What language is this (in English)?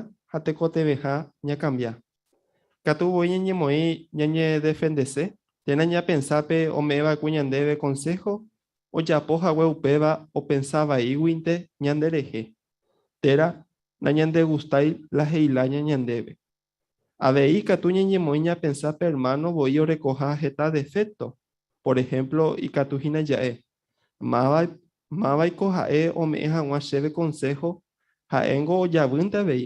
Guarani